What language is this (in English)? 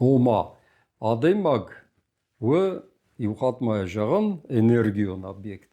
Ossetic